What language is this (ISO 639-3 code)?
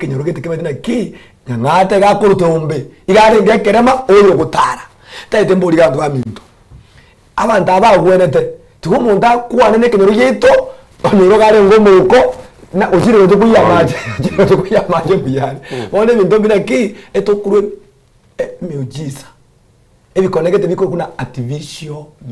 guz